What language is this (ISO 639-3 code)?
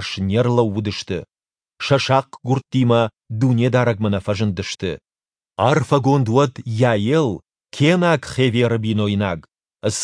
oss